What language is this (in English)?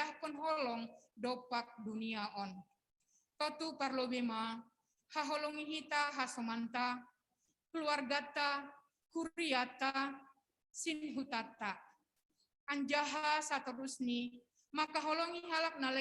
Batak Simalungun